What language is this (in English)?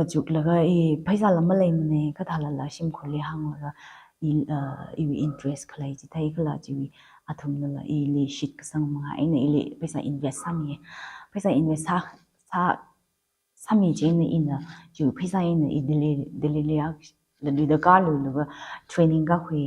Tangkhul Naga (India)